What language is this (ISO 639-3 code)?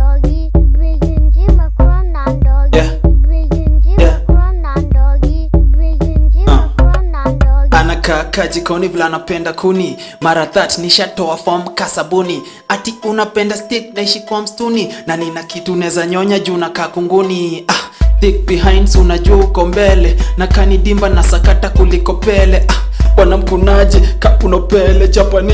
swa